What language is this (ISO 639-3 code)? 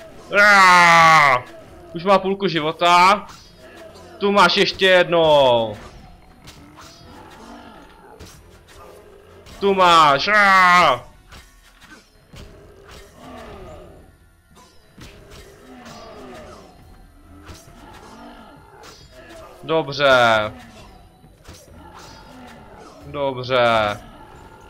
ces